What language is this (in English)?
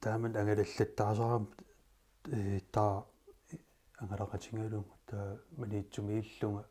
Kalaallisut